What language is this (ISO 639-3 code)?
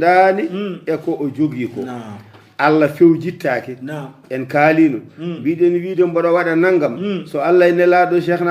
ful